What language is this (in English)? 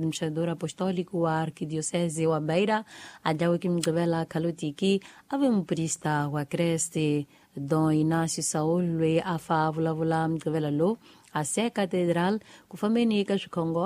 Tsonga